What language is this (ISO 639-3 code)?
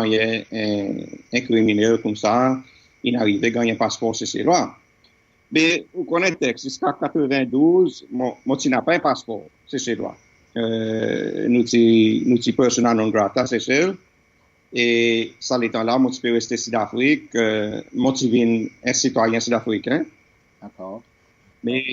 crs